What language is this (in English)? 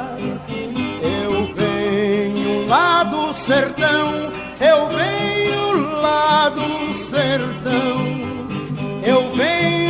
Portuguese